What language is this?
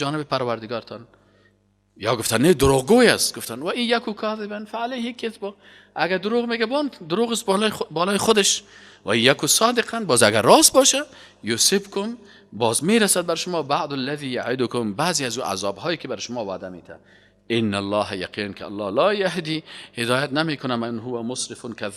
Persian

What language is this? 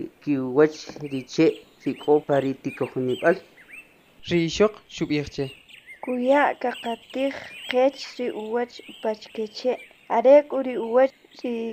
Kʼicheʼ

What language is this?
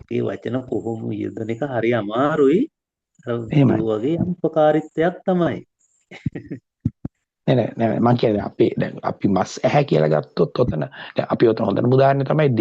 Sinhala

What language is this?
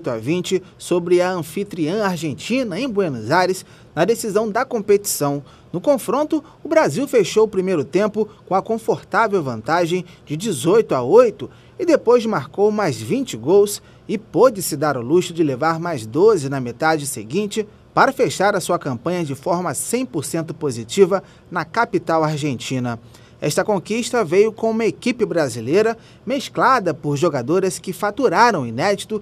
Portuguese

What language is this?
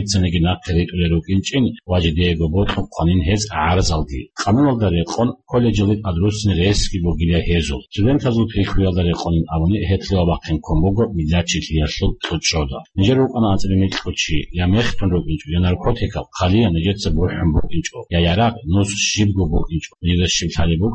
Avaric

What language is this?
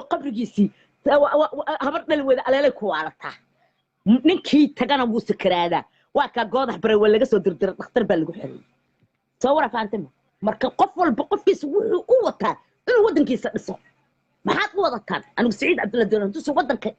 Somali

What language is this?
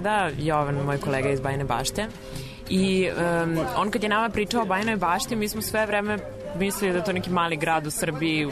Serbian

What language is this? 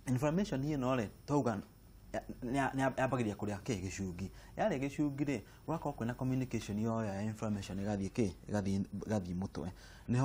Kikuyu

